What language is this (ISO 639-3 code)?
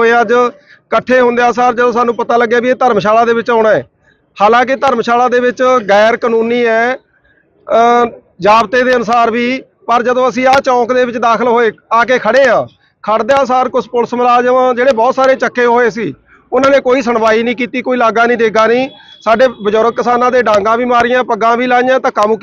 pan